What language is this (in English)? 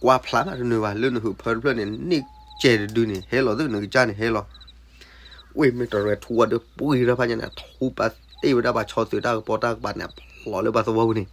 S'gaw Karen